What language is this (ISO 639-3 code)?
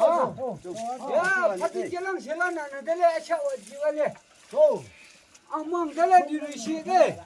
yim